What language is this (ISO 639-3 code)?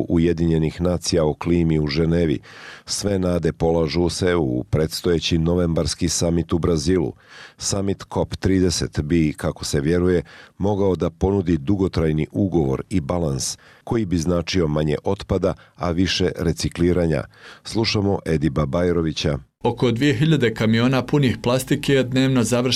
bos